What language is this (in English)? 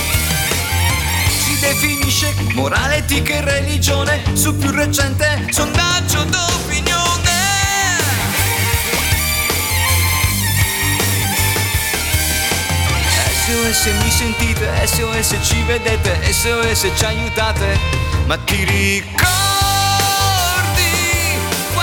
Italian